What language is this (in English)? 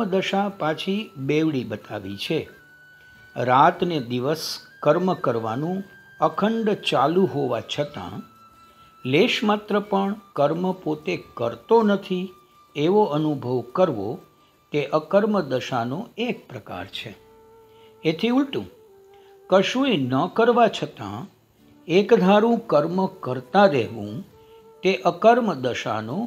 Gujarati